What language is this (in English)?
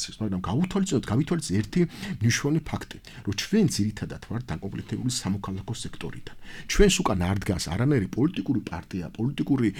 Georgian